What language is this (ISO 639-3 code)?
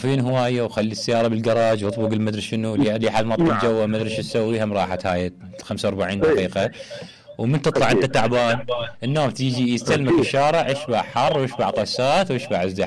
acm